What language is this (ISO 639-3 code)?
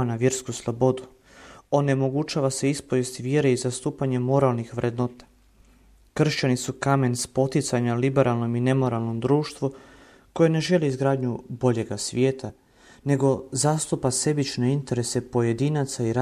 hrv